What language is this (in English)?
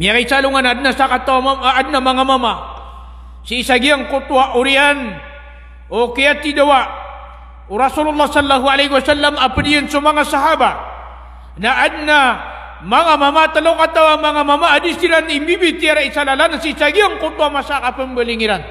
Maranao